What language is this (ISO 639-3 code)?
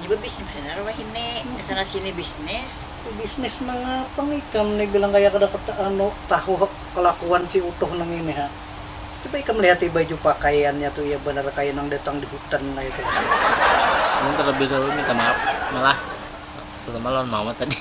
bjn